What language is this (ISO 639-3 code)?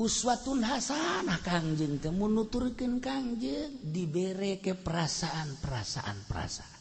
sun